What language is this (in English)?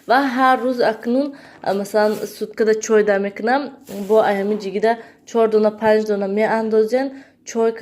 Tajik